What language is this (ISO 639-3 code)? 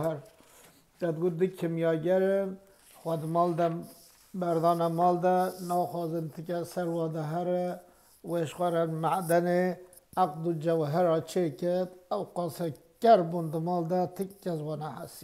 kur